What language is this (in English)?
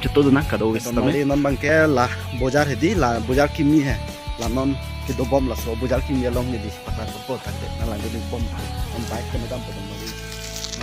Karbi